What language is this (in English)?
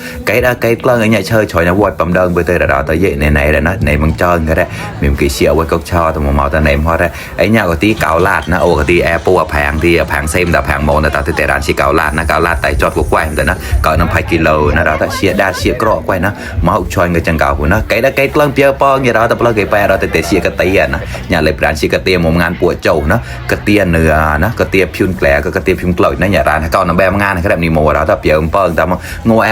Mon